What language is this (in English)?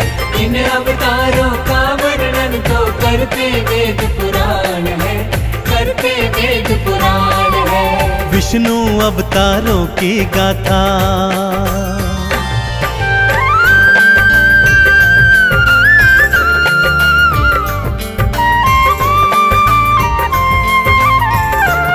Hindi